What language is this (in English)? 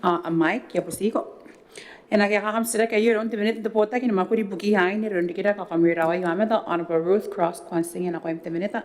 Gilbertese